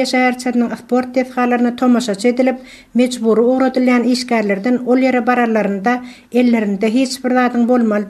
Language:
Turkmen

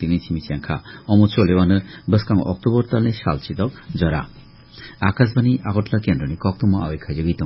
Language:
Kok Borok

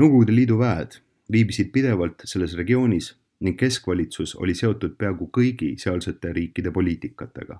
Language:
Estonian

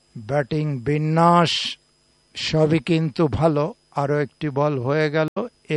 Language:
Bangla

